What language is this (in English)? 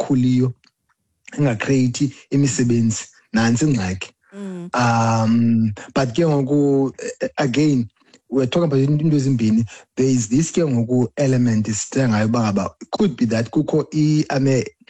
Xhosa